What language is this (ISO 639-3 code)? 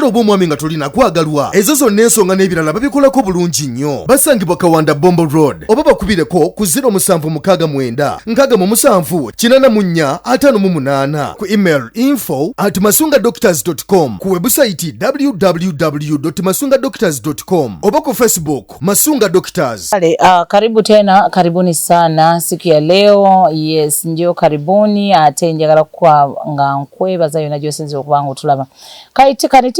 lug